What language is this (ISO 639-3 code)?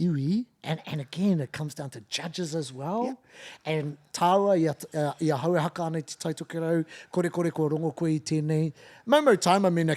mri